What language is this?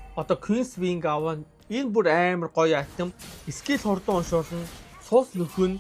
Mongolian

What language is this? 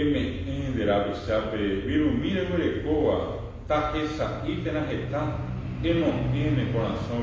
Guarani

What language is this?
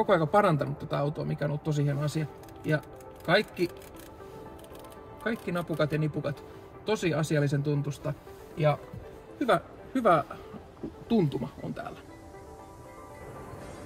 Finnish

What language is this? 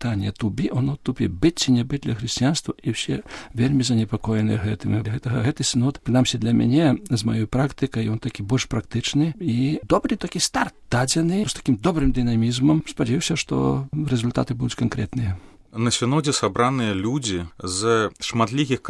Belarusian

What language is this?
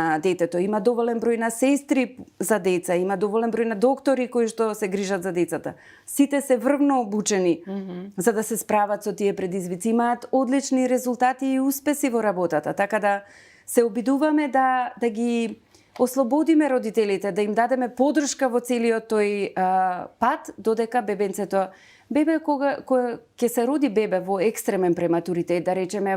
Macedonian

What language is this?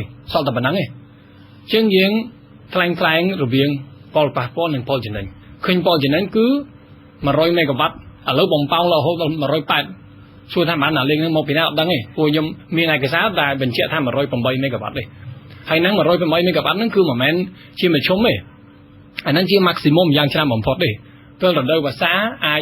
Khmer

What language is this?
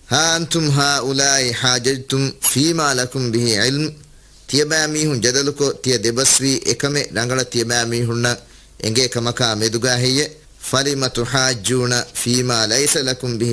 Divehi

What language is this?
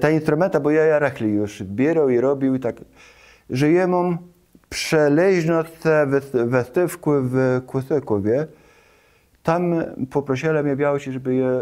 Kashubian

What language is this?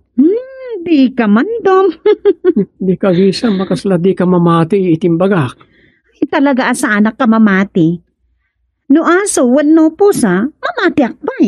Iloko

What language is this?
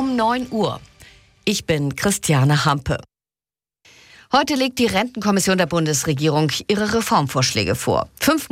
German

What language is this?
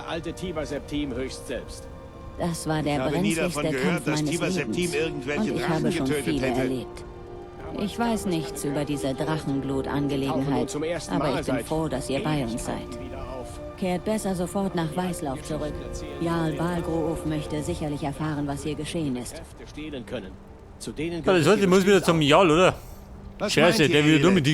Bavarian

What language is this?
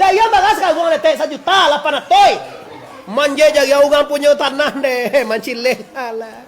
Minangkabau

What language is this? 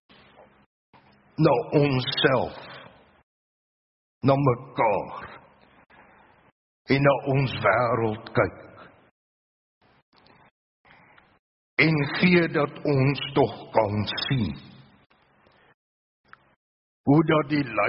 Afrikaans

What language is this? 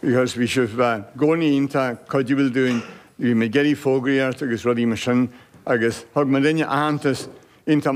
Irish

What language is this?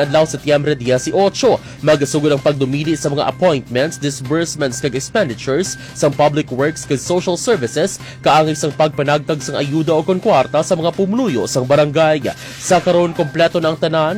Hiligaynon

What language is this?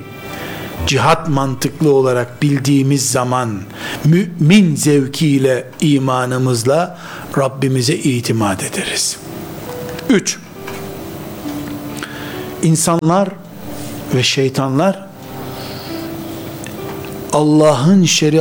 Turkish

